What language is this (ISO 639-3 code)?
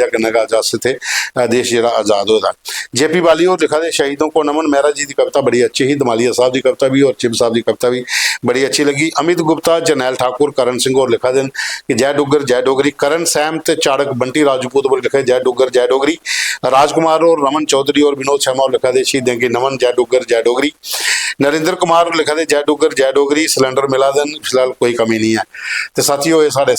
doi